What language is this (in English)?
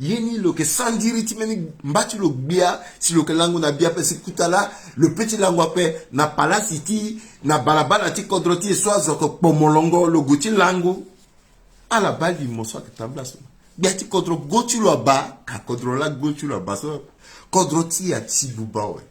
Sango